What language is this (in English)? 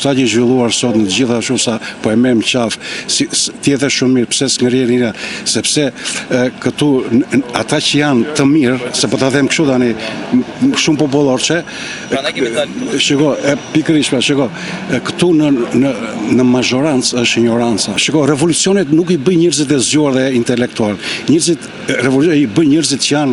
Albanian